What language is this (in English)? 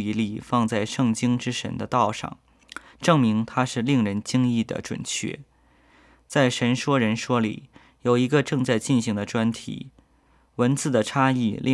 Chinese